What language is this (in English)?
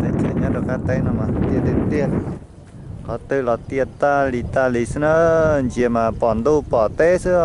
Hmong